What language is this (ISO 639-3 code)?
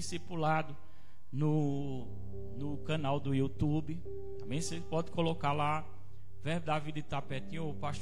por